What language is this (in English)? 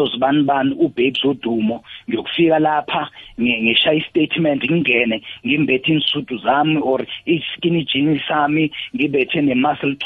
South Ndebele